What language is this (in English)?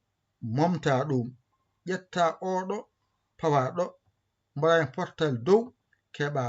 Fula